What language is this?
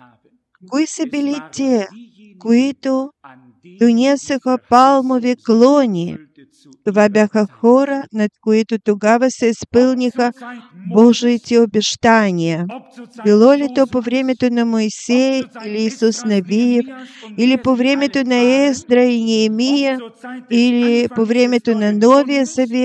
Bulgarian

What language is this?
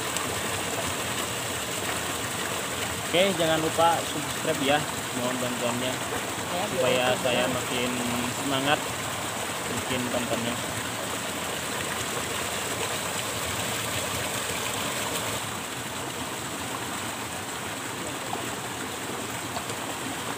Indonesian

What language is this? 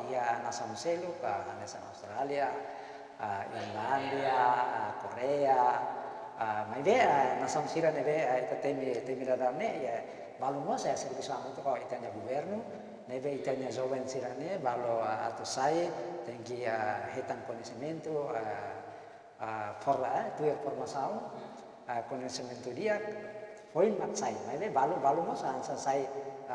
Tetum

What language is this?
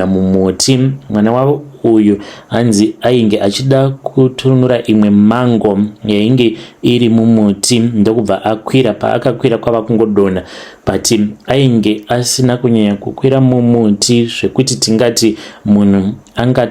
Shona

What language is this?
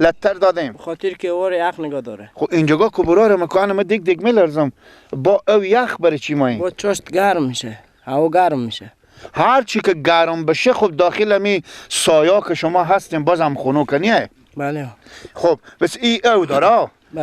Persian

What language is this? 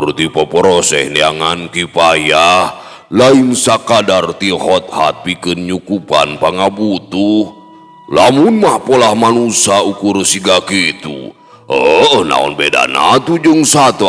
Sundanese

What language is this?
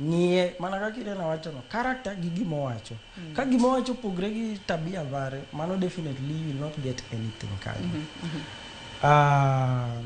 Luo (Kenya and Tanzania)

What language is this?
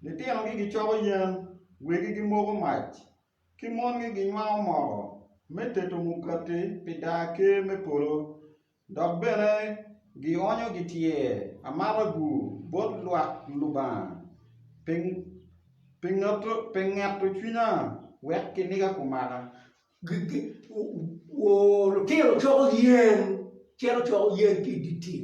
Acoli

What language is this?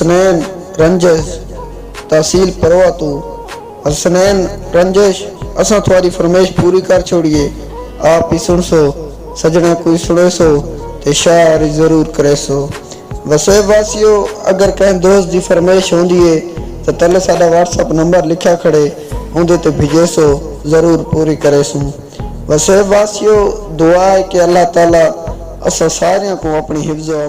Saraiki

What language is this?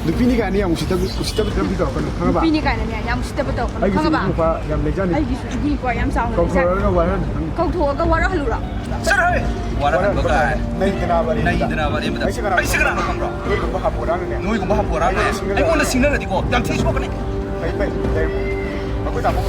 Manipuri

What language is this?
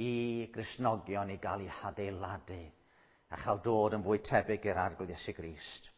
Welsh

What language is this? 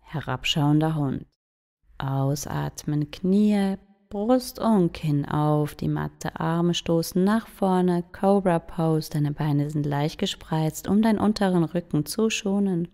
Swiss German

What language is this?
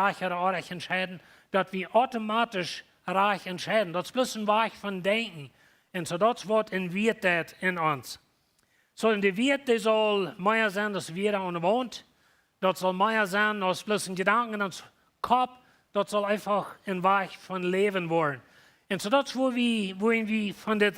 Plautdietsch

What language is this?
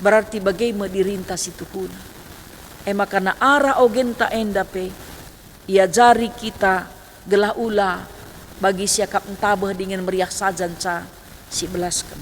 Batak Karo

